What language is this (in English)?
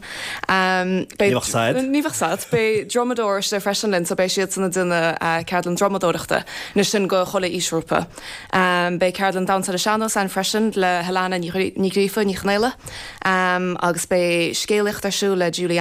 Irish